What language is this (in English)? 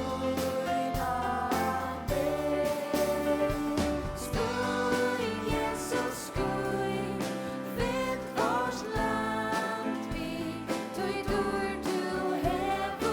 Faroese